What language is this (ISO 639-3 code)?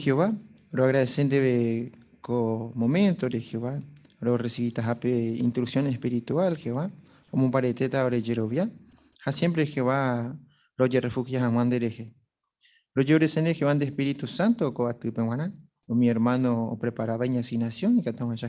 grn